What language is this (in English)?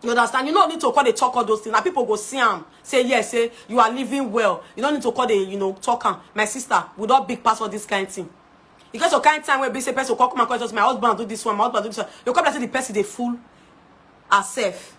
Nigerian Pidgin